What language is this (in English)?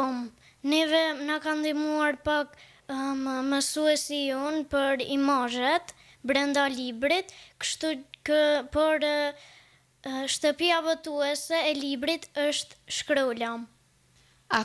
Albanian